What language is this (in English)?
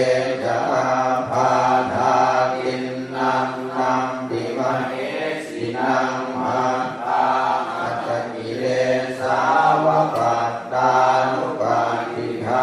Pali